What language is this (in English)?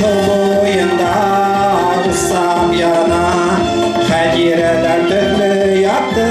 Bashkir